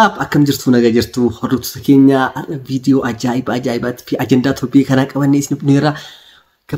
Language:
Oromo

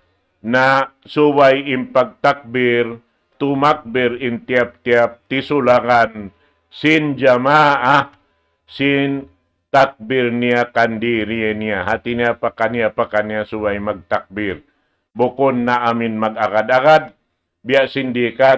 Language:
Tausug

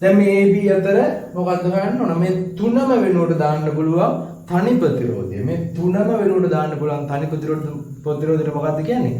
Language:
Sinhala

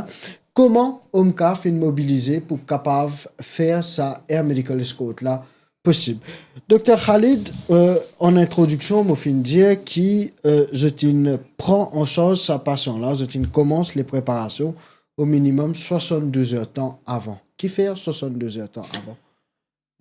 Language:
Morisyen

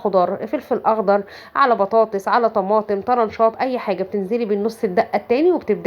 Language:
Egyptian Arabic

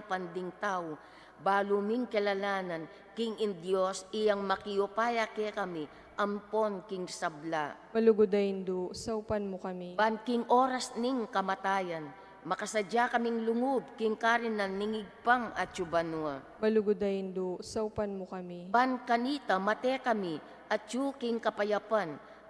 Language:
Pampanga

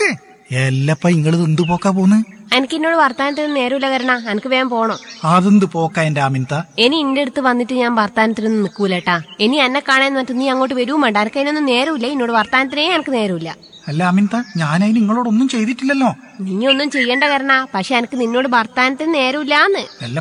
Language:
Malayalam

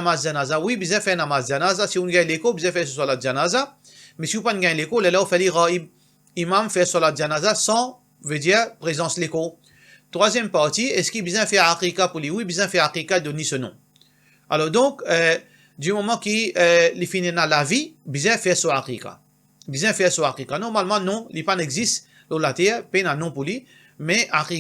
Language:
Morisyen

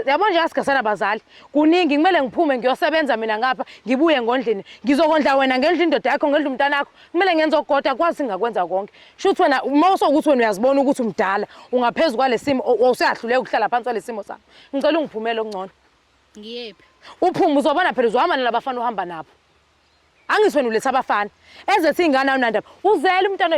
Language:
Zulu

